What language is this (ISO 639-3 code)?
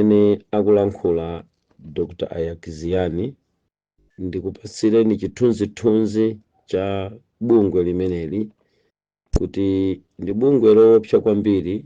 nya